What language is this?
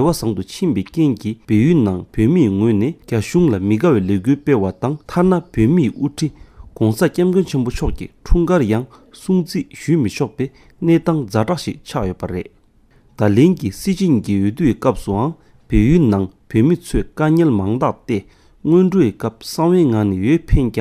Tibetan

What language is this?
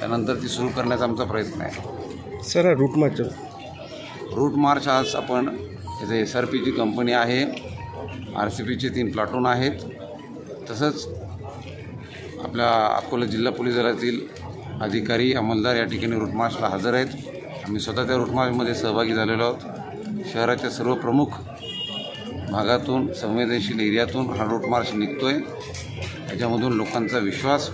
Marathi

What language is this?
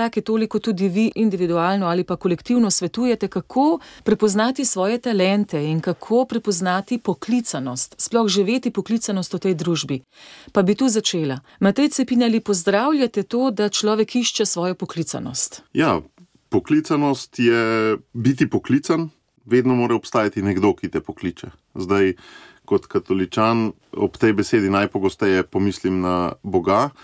Slovenian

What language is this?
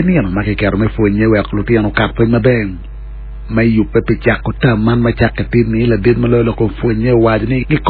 Acoli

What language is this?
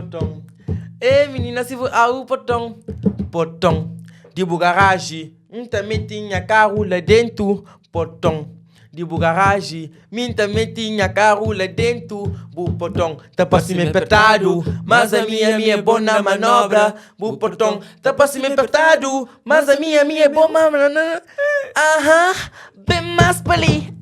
Kabuverdianu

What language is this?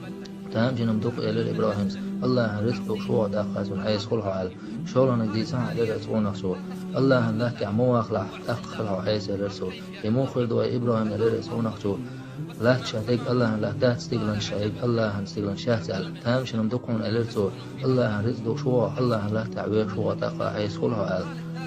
Chechen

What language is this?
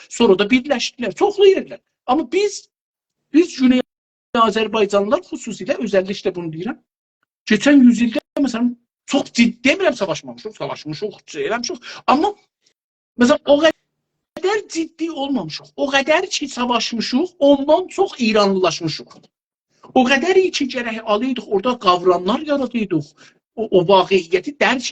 South Azerbaijani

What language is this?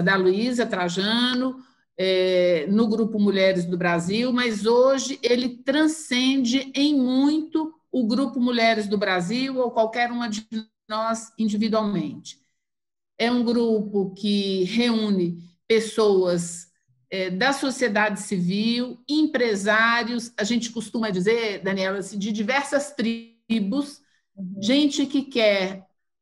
Portuguese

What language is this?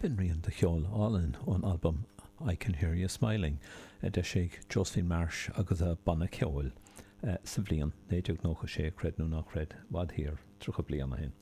Irish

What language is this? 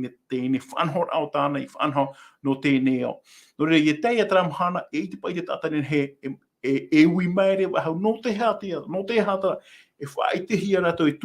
Tahitian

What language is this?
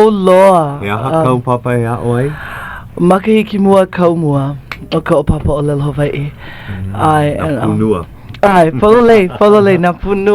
Hawaiian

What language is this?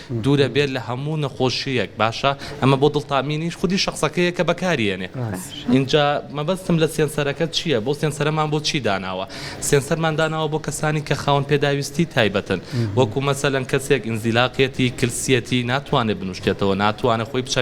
Central Kurdish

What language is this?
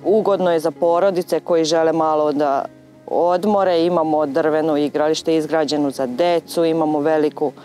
Serbian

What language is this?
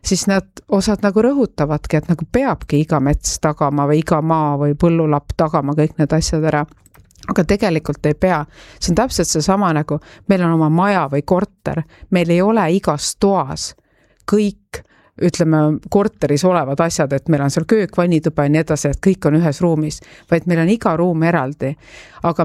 Estonian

